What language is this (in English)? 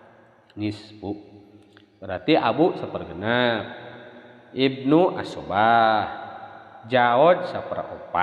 Sundanese